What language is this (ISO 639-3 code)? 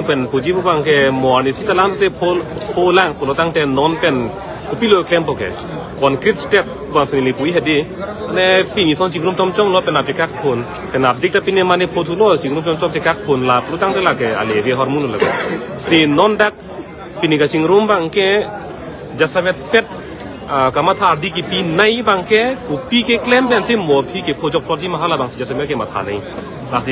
mjw